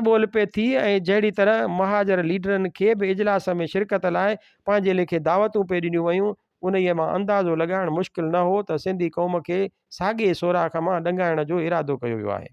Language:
Sindhi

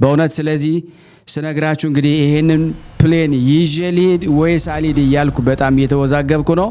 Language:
Amharic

